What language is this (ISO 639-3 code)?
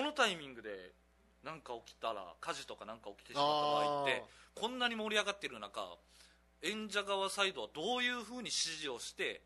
jpn